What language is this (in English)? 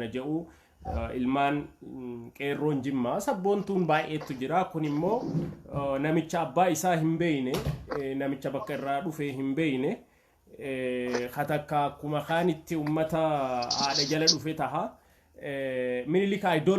Oromo